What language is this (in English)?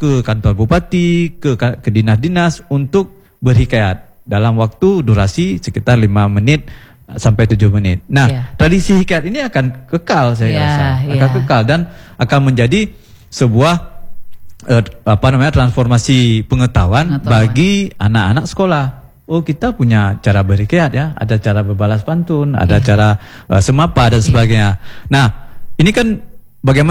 Indonesian